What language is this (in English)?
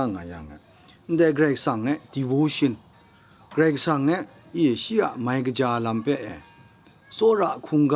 Kachin